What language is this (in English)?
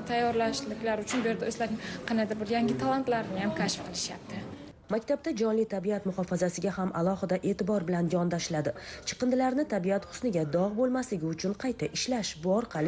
Uzbek